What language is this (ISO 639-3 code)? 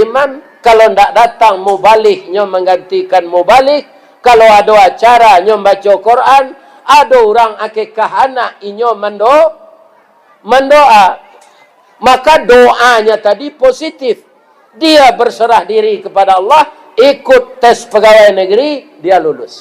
min